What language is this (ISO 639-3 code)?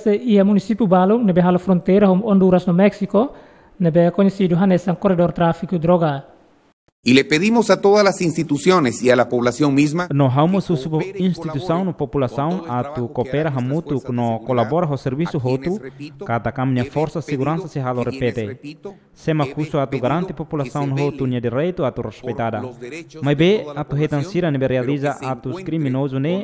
tet